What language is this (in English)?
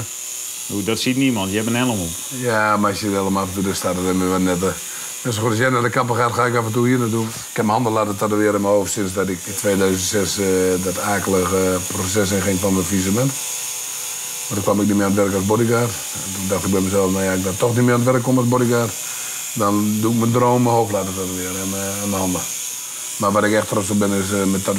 Dutch